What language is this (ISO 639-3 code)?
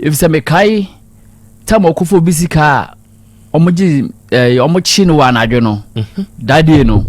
aka